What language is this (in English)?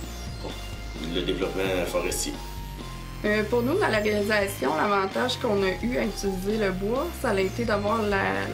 French